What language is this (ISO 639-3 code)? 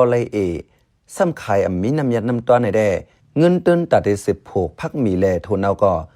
shn